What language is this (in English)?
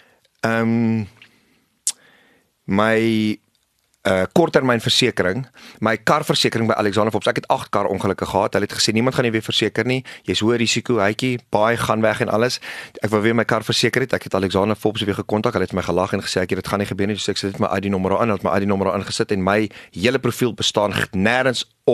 Afrikaans